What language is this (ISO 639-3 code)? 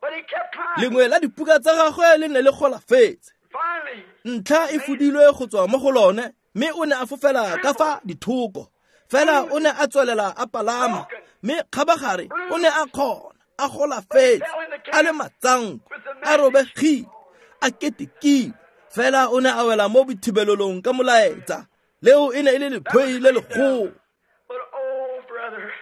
tsn